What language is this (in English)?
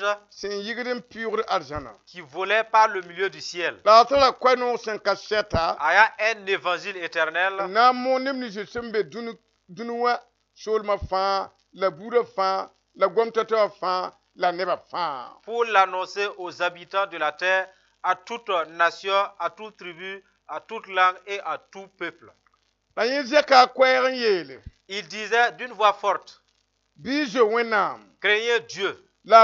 Mossi